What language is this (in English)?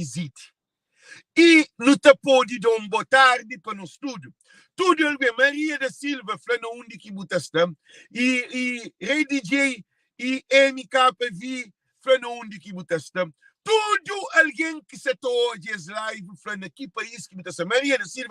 Kabuverdianu